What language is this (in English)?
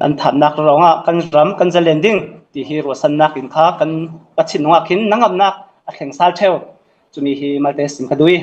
Hakha Chin